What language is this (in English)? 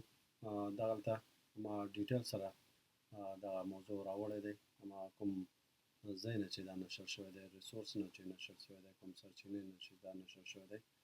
Pashto